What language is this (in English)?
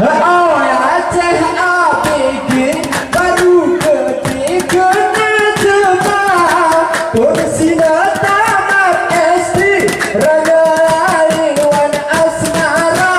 Gayo